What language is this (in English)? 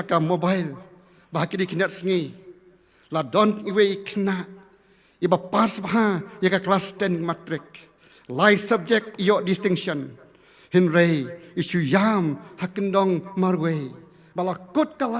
Khasi